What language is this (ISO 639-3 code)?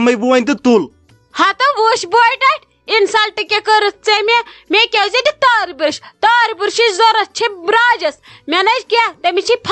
kas